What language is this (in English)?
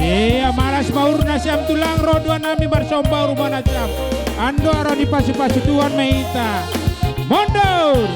Batak Toba